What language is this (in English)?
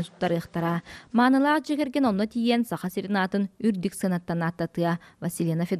Yakut